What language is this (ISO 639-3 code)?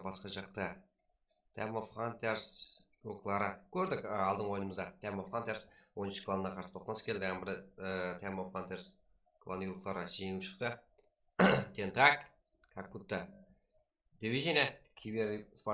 kaa